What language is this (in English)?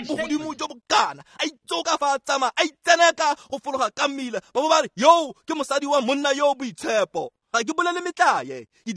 Tswana